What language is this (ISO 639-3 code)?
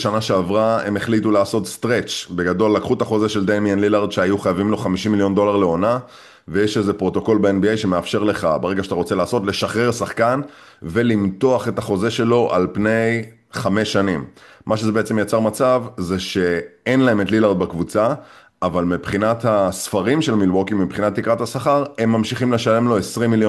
heb